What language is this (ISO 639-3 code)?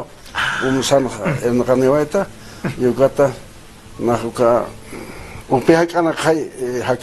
aym